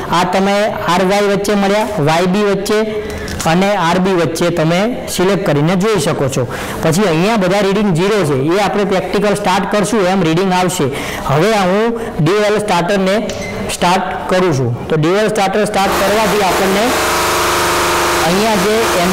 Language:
Gujarati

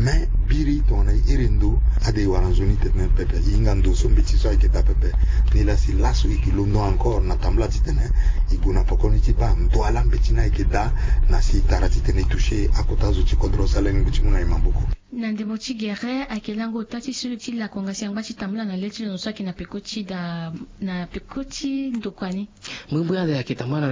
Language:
Sango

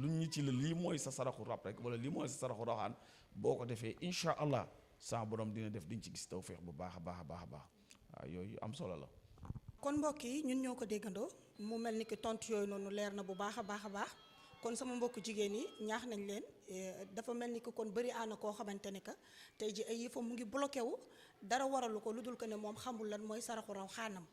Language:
Wolof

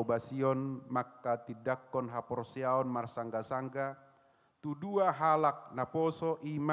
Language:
Batak Toba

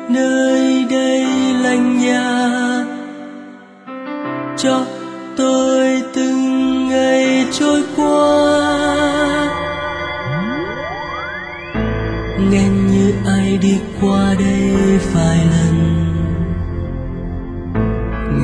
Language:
Vietnamese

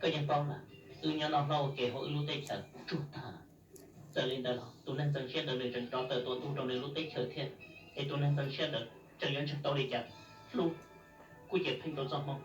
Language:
Hmong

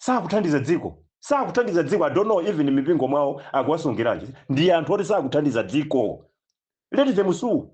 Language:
Nyanja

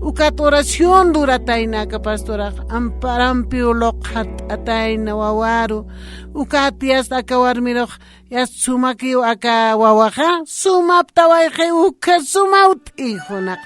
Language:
Aymara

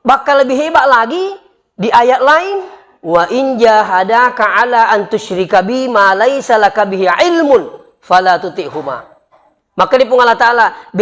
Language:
Buginese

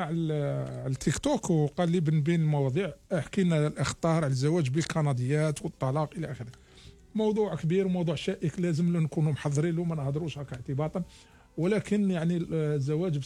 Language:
Algerian Arabic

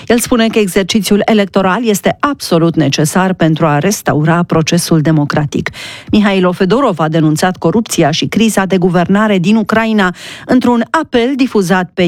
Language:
Romanian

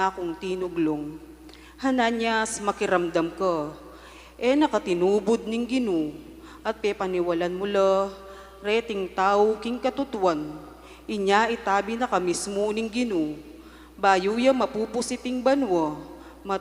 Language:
Pampanga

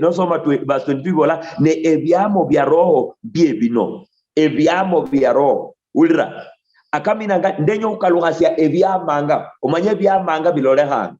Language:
Luyia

